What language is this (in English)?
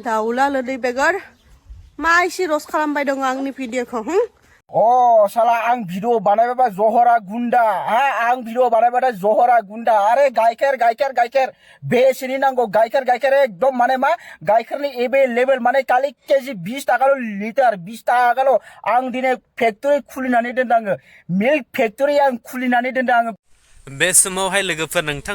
Bodo